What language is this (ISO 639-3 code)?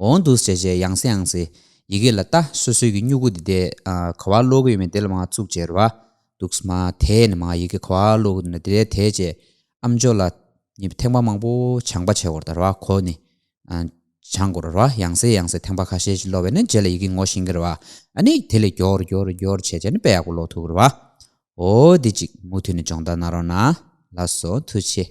bod